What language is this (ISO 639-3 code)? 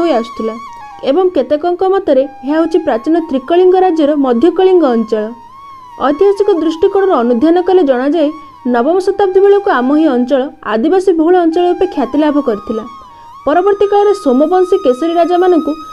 ori